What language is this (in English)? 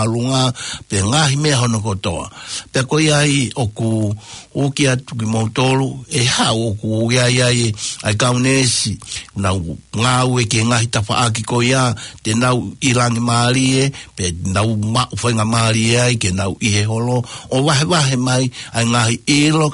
Tongan